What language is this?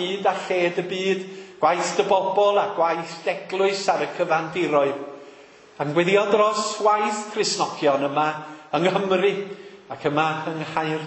Welsh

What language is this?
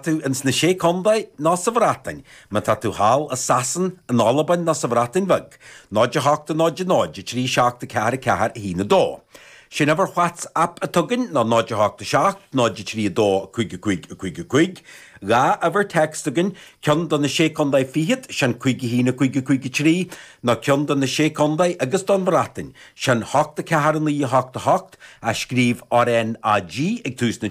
Irish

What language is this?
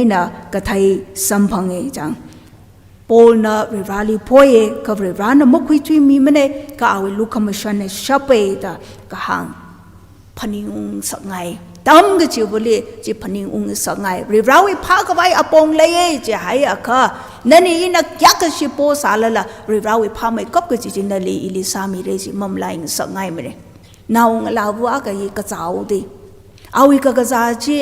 Tangkhul Naga (India)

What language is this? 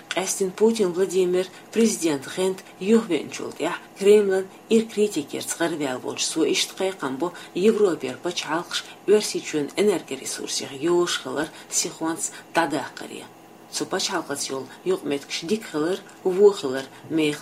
Chechen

